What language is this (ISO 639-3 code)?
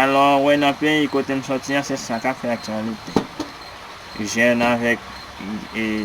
hat